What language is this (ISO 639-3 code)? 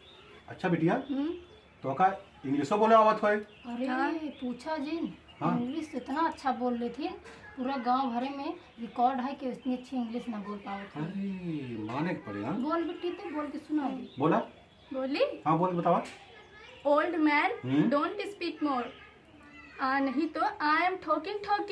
awa